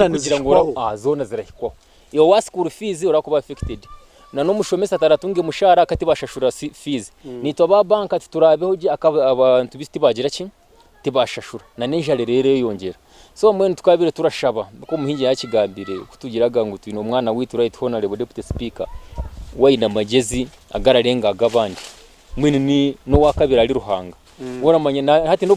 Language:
Nyankole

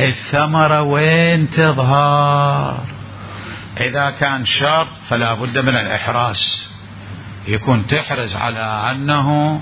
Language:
Mesopotamian Arabic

